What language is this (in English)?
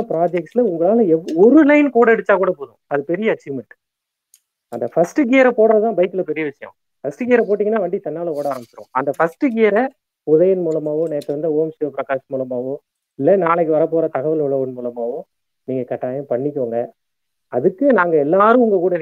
Tamil